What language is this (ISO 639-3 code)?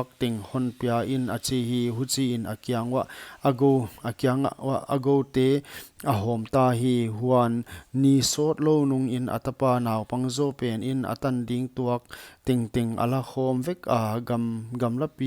pck